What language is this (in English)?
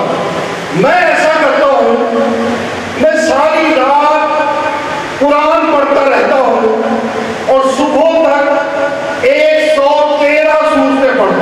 Urdu